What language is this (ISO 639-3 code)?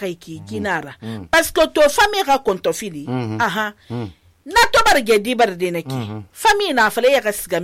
sus